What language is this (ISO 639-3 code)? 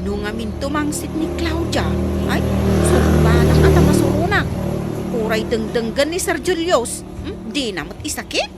ilo